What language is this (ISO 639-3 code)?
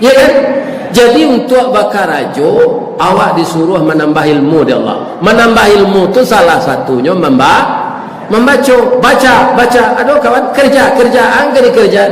min